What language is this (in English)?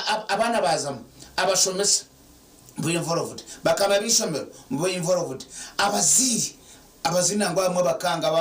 Nyankole